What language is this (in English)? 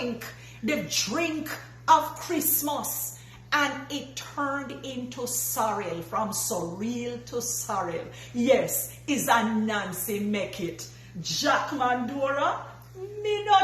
Jamaican Creole English